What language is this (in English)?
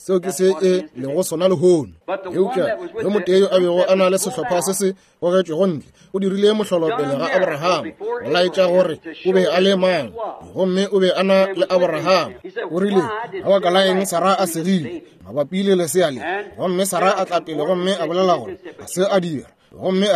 Northern Sotho